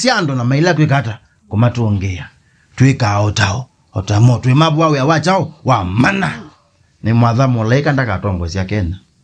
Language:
Kamba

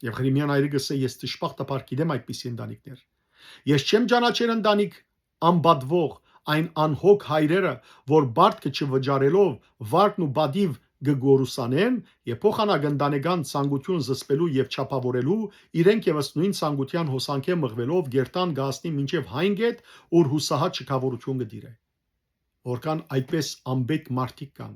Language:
Western Armenian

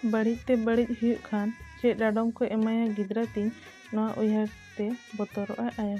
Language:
Santali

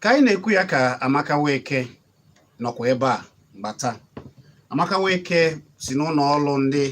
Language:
Igbo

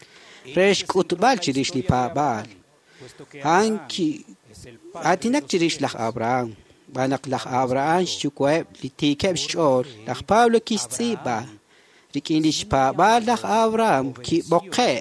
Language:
Kekchí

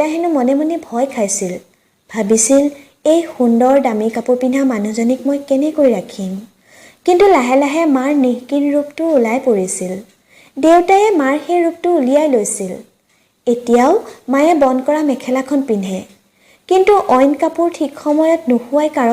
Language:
Assamese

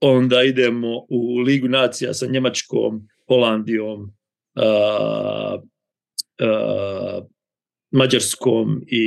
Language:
Serbian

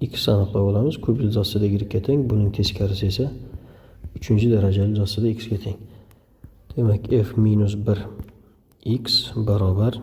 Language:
Uzbek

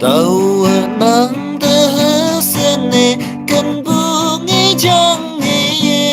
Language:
Naga Pidgin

